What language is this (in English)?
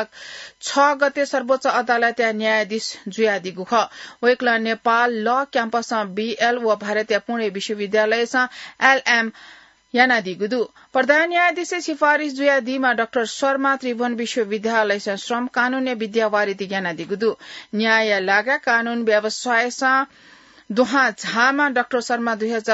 Newari